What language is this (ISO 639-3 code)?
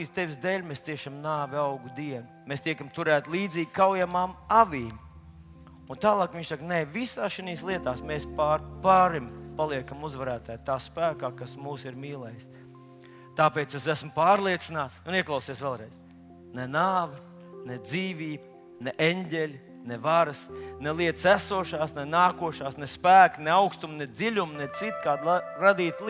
lav